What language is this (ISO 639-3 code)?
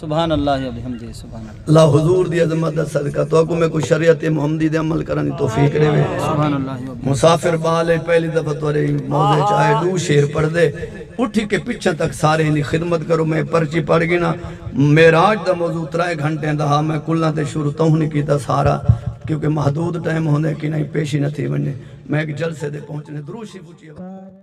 skr